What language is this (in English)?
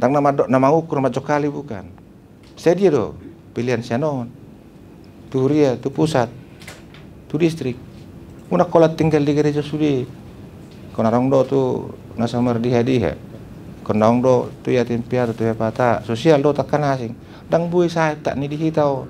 Batak Toba